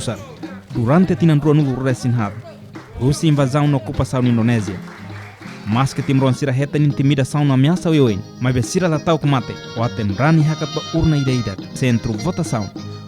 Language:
Tetum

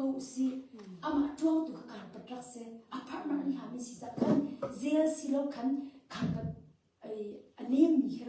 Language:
Hakha Chin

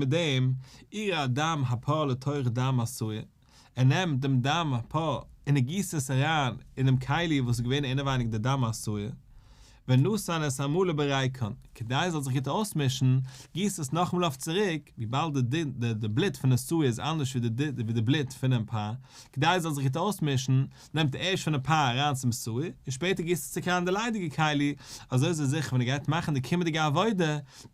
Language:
Yiddish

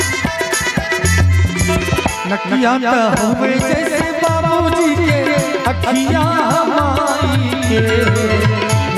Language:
Bhojpuri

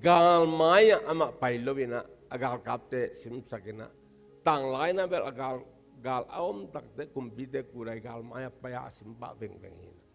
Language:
Tedim Chin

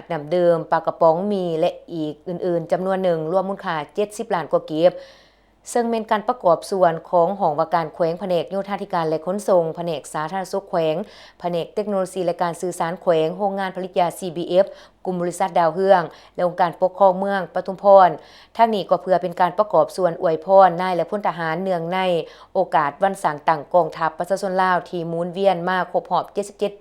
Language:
Lao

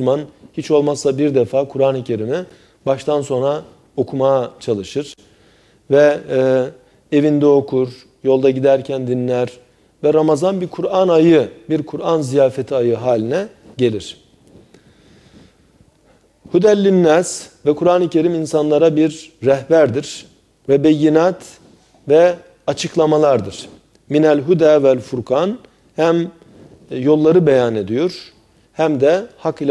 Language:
Turkish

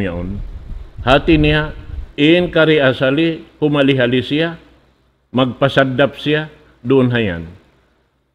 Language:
Tausug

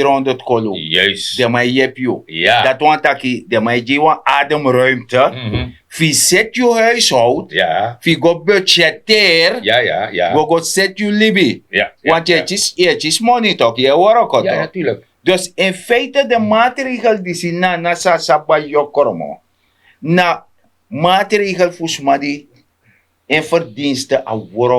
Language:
Sranan Tongo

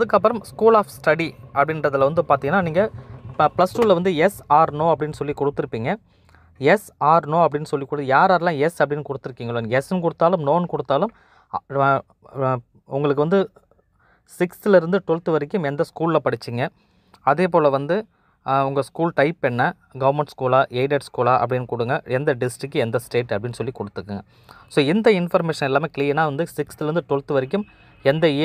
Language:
Tamil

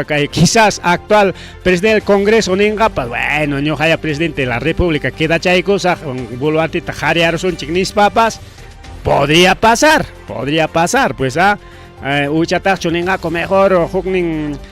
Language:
Ayacucho Quechua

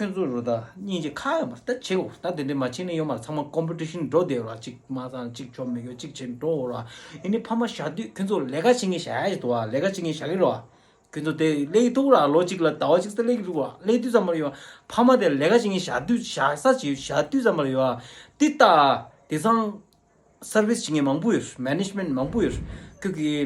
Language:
Tibetan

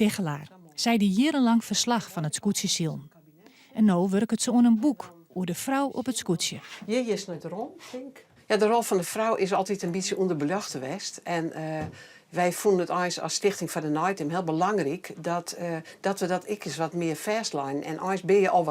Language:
Western Frisian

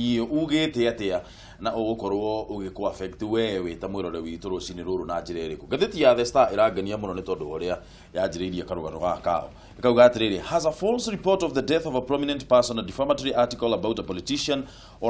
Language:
Kikuyu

